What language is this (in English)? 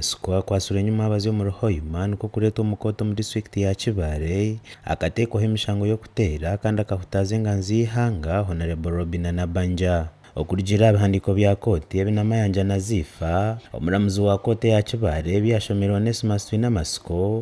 Nyankole